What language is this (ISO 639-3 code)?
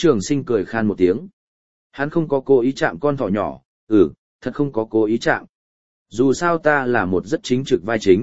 vie